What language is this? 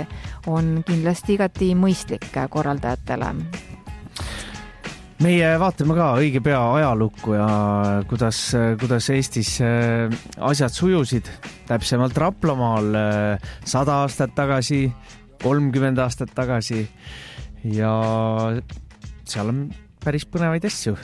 Estonian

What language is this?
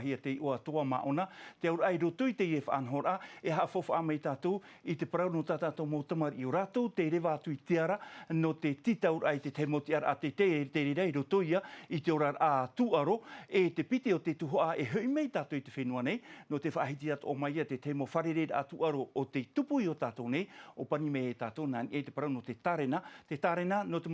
Tahitian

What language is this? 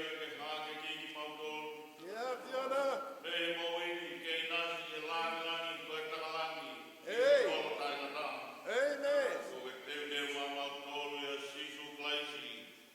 Tongan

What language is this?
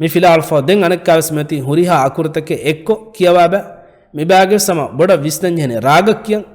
Divehi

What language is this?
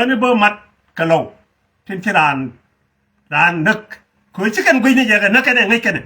Nuer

